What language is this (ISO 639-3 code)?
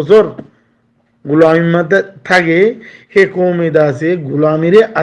rhg